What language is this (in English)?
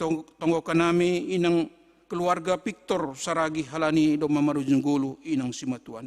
Batak Simalungun